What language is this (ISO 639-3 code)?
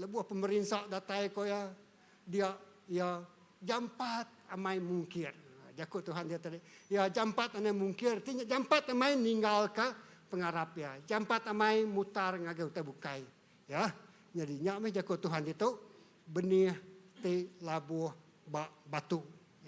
iba